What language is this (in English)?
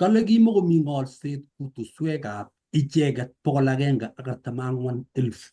Kalenjin